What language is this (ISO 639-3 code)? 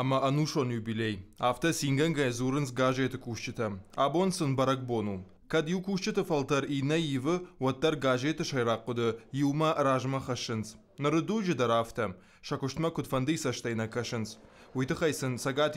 oss